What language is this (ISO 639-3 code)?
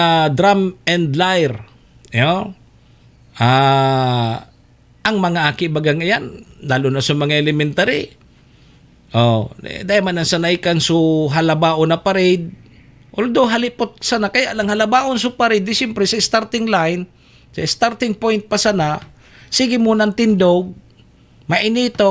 bik